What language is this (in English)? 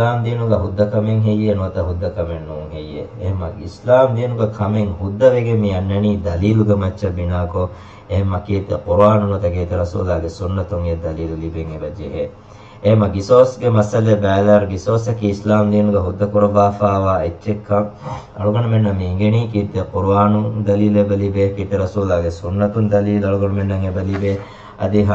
Divehi